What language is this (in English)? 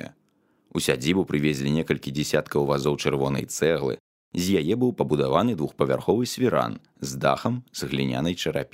Belarusian